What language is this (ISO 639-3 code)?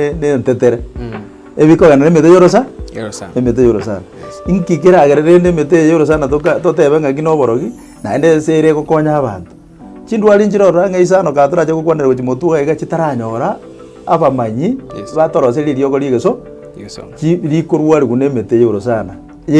guz